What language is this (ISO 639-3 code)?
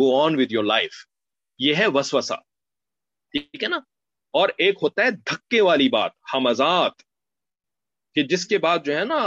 urd